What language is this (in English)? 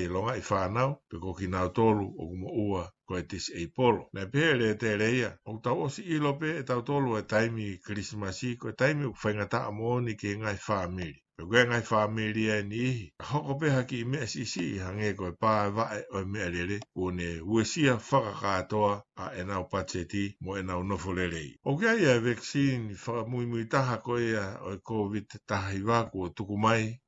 Tongan